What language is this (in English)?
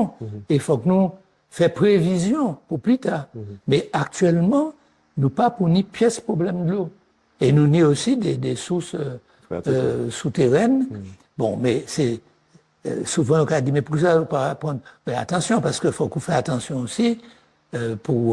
Guadeloupean Creole French